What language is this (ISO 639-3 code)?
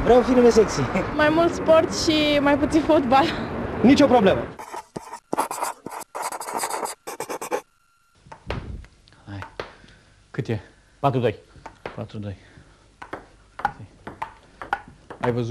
ron